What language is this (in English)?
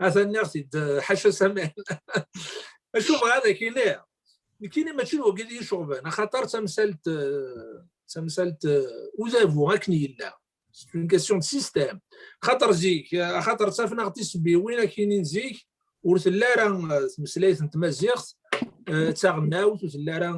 Kabyle